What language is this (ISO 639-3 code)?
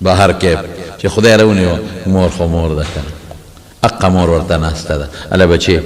pus